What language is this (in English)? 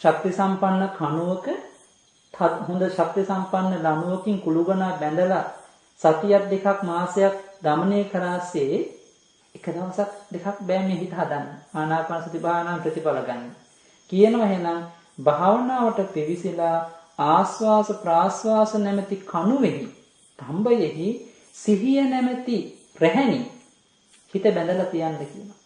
Sinhala